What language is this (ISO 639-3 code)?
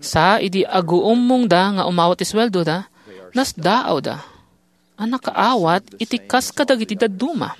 ilo